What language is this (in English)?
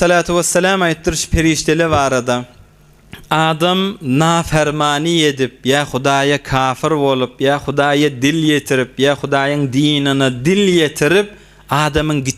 Turkmen